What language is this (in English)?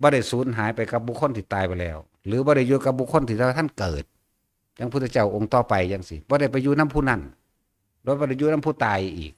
Northeastern Thai